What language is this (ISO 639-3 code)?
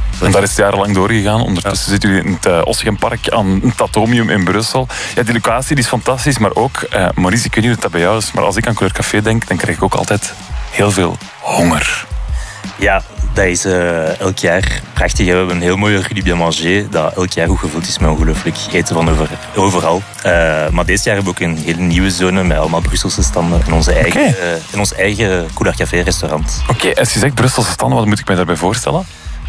nld